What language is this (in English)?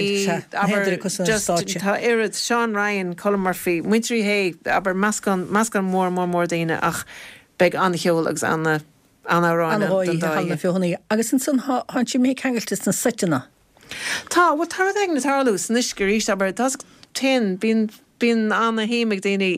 Irish